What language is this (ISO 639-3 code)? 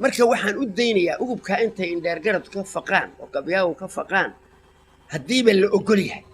som